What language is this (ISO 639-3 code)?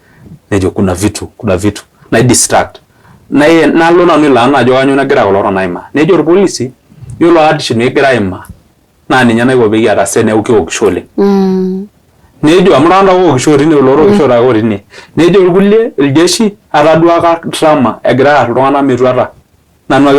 mas